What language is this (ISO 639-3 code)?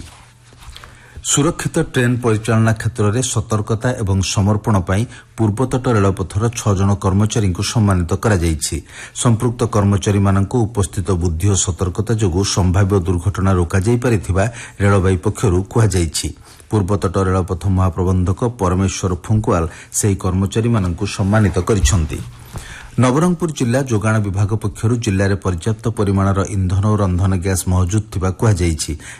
ori